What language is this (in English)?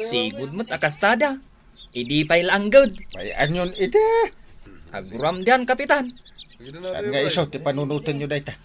Iloko